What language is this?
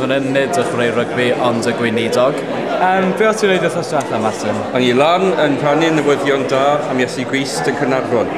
Welsh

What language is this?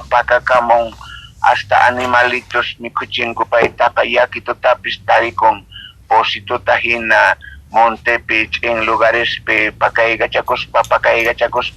South Bolivian Quechua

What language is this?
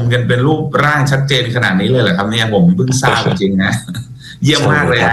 Thai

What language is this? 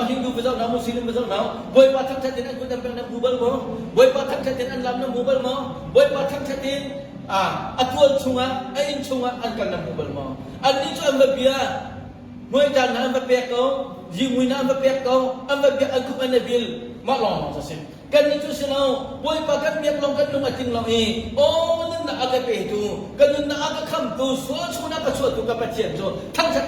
Hakha Chin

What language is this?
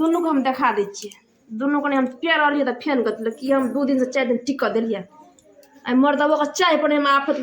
Maithili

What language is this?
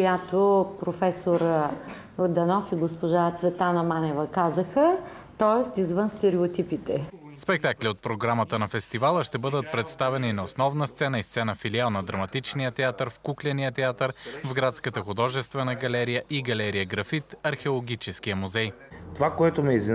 Bulgarian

